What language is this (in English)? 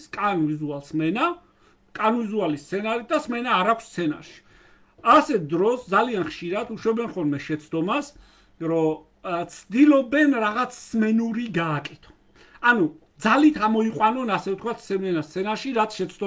Georgian